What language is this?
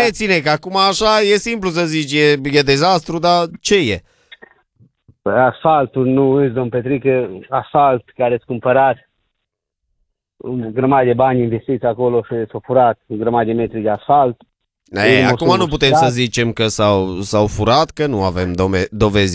Romanian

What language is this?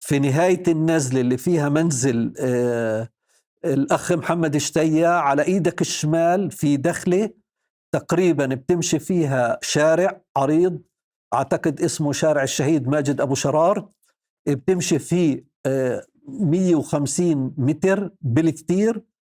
North Levantine Arabic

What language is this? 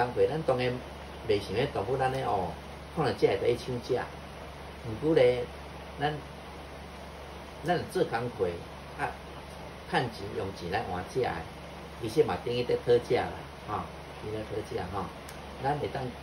Min Nan Chinese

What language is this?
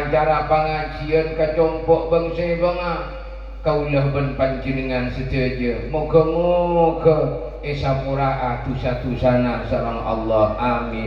Madurese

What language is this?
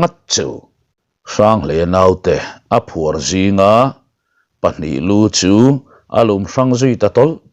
Mizo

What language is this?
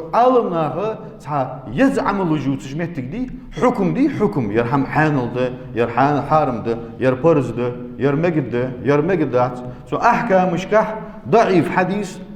Ingush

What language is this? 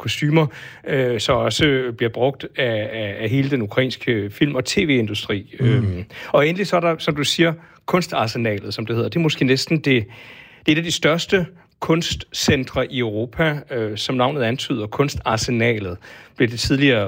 Danish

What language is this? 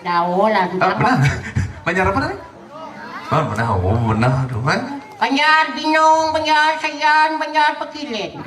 Balinese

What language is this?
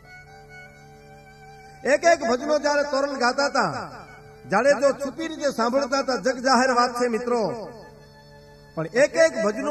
Gujarati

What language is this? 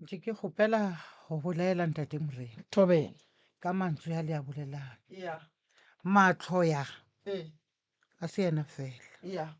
Northern Sotho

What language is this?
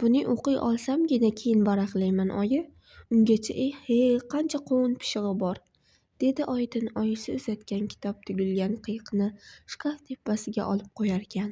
Uzbek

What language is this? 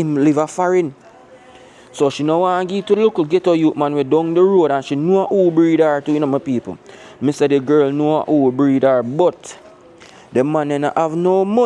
Jamaican Creole English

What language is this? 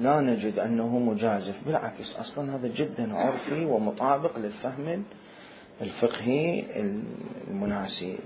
Mesopotamian Arabic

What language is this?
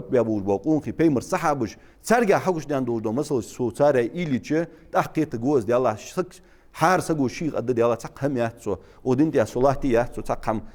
Ingush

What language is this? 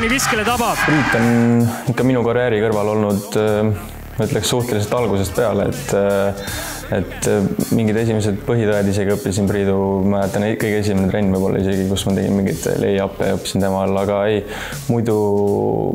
Estonian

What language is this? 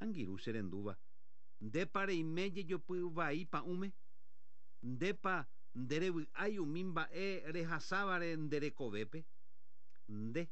Guarani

